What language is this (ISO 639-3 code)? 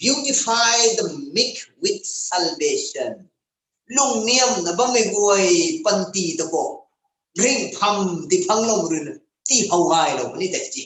nbu